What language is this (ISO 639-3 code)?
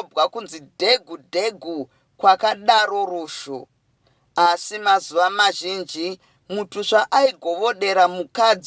sna